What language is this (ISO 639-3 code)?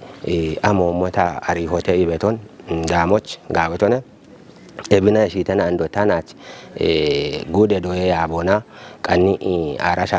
kbr